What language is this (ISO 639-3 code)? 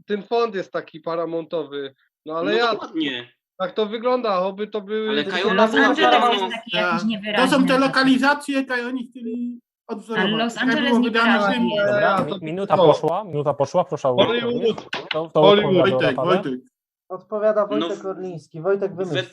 szl